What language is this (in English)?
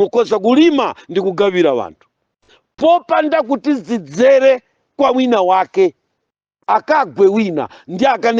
Nyanja